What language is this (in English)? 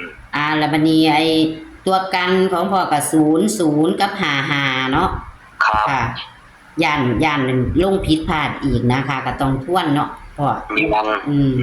Northeastern Thai